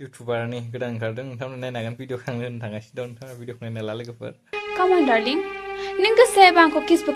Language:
Bodo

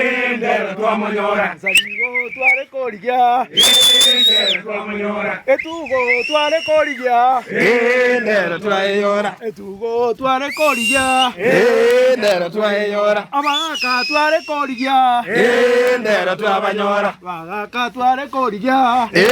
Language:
Gusii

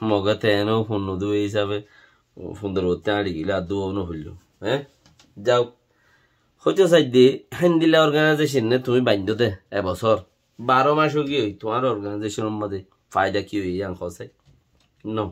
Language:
Rohingya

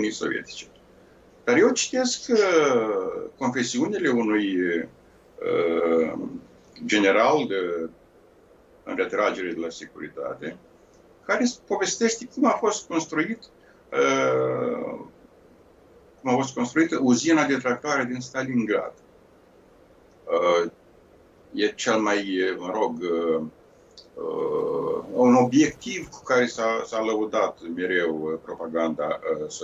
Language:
Romanian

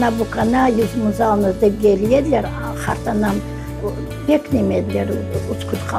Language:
Crimean Tatar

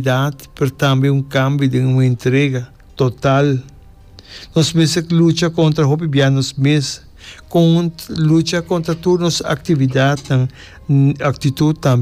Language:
Papiamento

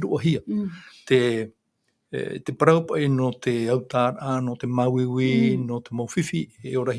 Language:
Tahitian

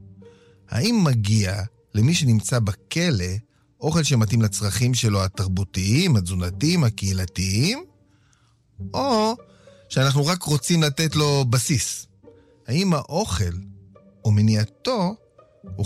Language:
Hebrew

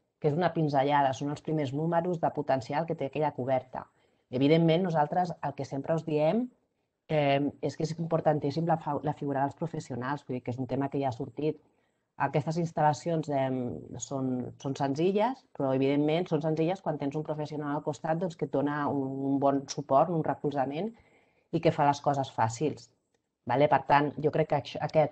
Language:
Catalan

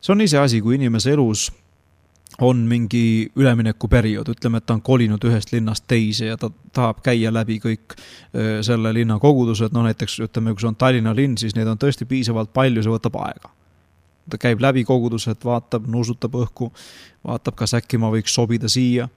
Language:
Estonian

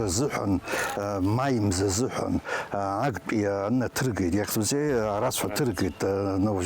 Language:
Abkhazian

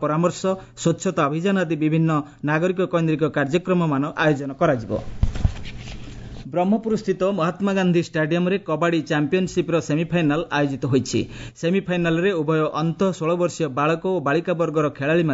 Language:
Odia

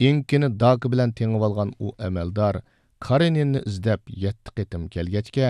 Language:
Uyghur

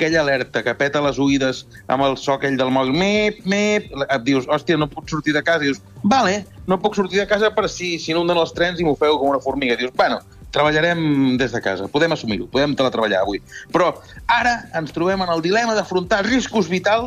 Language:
Catalan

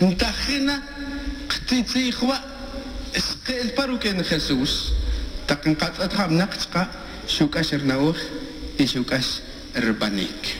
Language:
Tz'utujil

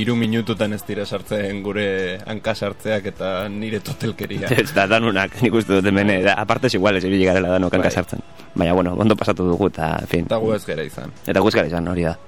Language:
Basque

